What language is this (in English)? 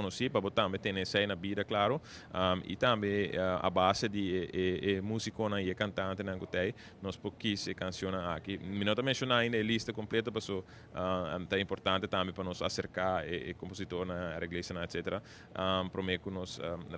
Papiamento